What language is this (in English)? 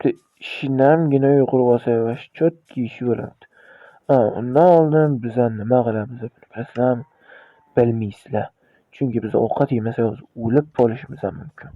Uzbek